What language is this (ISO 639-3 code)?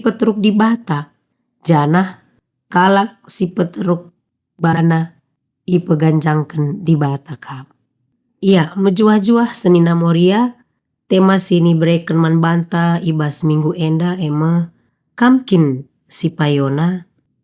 btx